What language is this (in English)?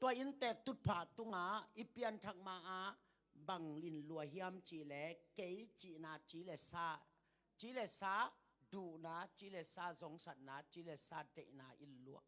Tedim Chin